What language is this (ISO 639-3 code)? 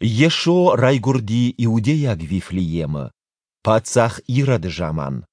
oss